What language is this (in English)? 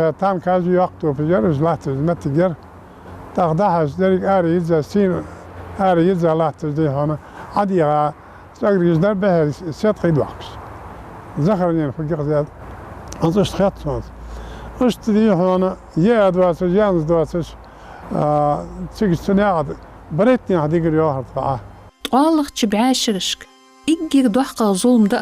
Ingush